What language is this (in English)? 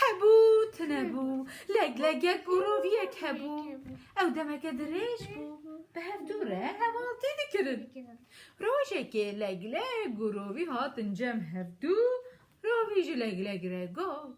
Kurdish